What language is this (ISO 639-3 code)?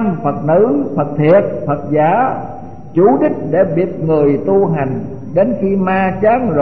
vie